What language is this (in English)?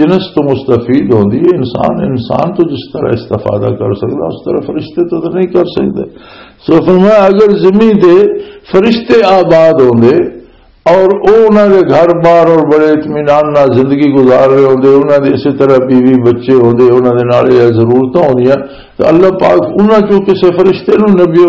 Western Panjabi